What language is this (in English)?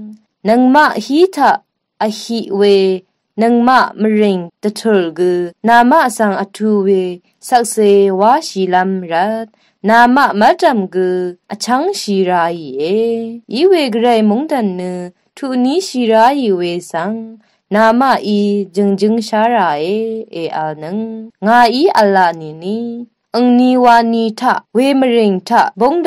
Rawang